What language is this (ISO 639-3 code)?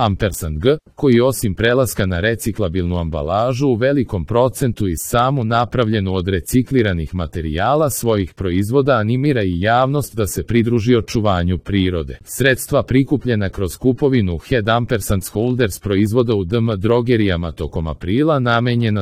srp